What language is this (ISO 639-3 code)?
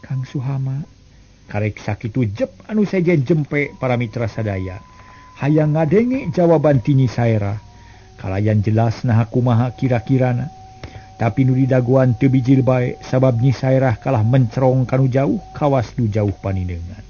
sun